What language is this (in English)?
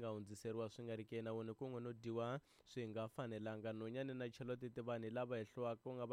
Tsonga